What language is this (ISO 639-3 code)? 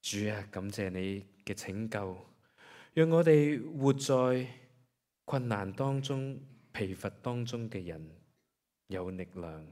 yue